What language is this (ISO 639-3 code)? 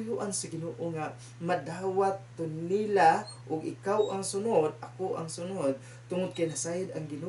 ceb